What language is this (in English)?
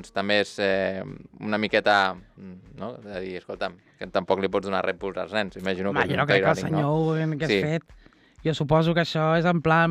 Catalan